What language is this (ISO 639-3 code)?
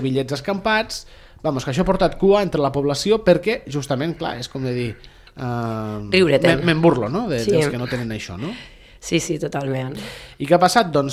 cat